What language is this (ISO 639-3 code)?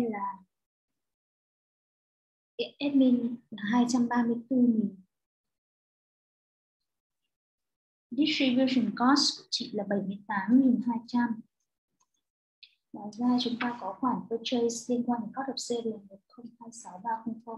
vie